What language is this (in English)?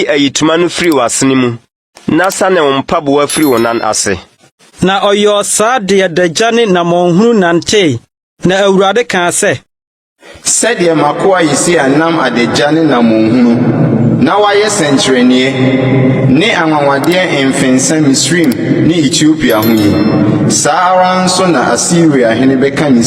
Akan